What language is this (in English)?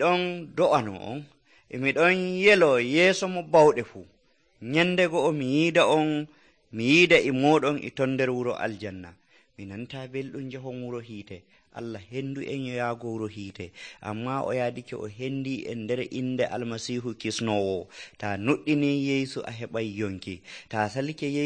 Nigerian Fulfulde